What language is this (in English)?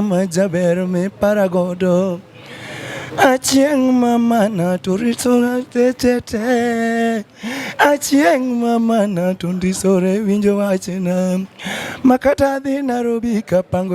Luo (Kenya and Tanzania)